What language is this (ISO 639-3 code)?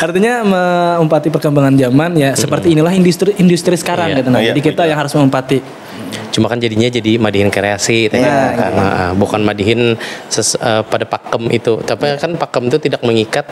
bjn